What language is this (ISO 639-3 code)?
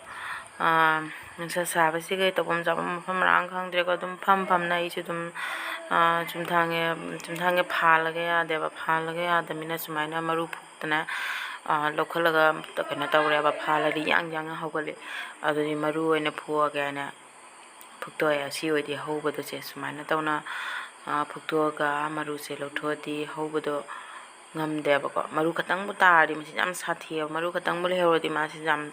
mni